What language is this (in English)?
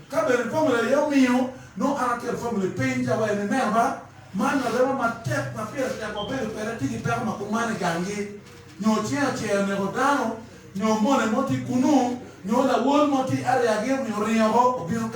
Acoli